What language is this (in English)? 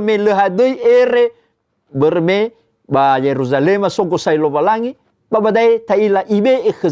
Nias